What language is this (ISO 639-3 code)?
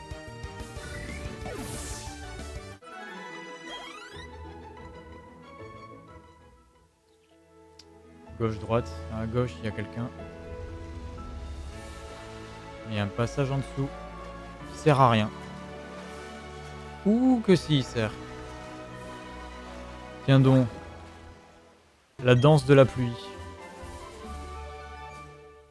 fra